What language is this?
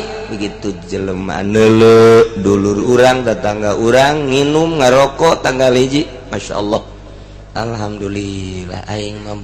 Sundanese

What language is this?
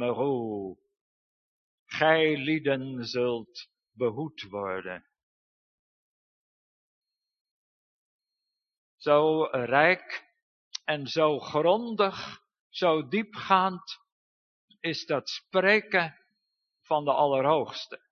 Dutch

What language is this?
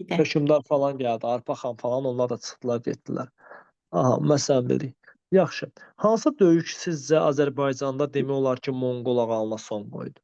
Azerbaijani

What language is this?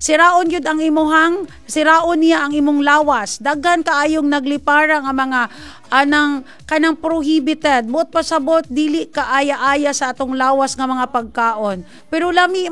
Cebuano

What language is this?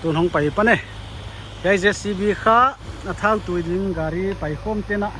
Paite Chin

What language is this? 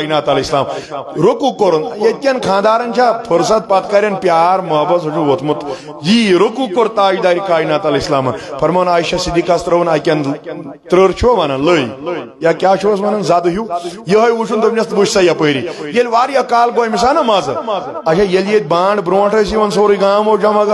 Kashmiri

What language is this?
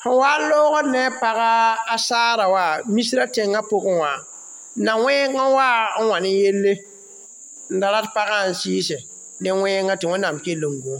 Mossi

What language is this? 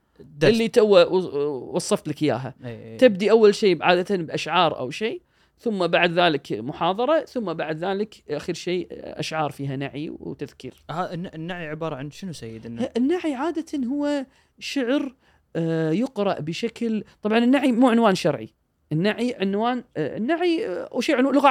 Gulf Arabic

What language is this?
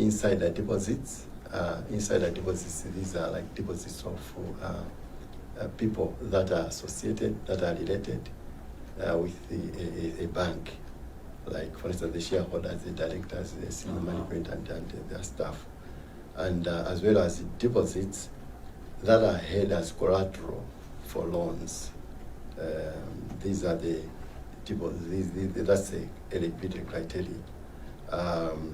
Nyanja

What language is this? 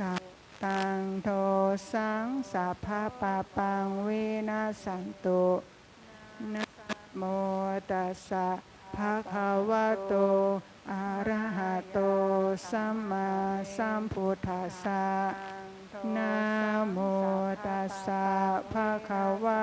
Pali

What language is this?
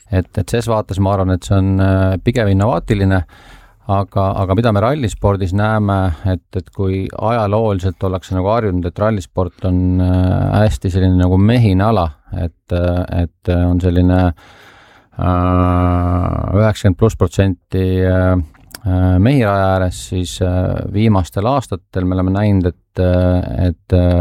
Estonian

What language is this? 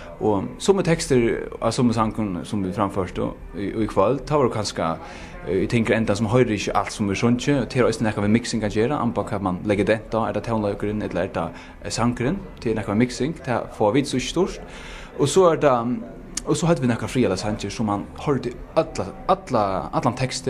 Faroese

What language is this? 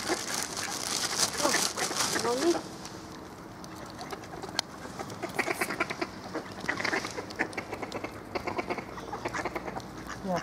Finnish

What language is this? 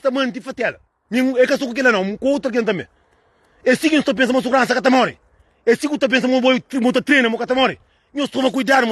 Kabuverdianu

